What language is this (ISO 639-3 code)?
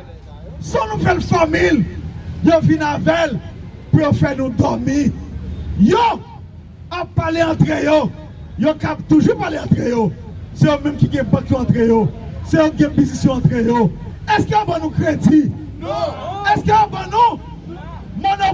hat